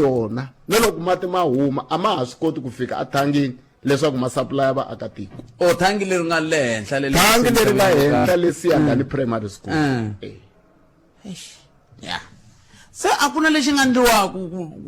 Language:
Tsonga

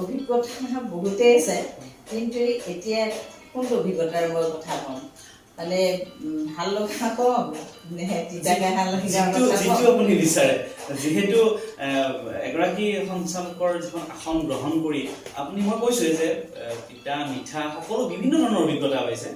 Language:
Assamese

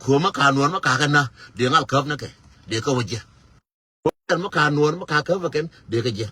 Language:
Nuer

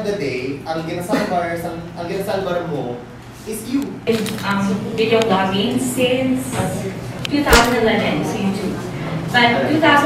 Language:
Hiligaynon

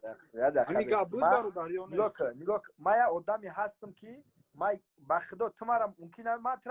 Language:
Tajik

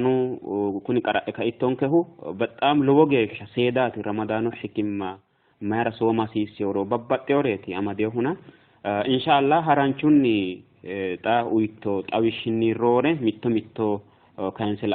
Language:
Sidamo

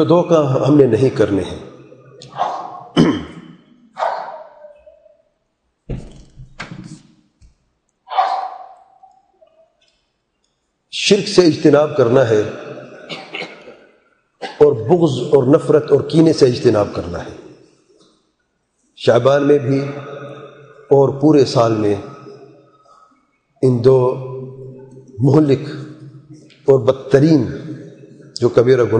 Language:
Urdu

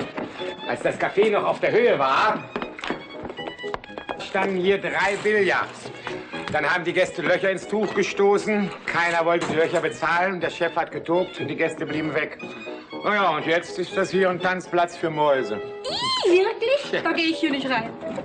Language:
German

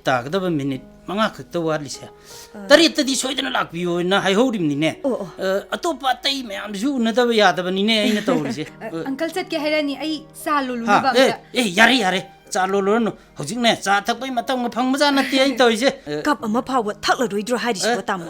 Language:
Manipuri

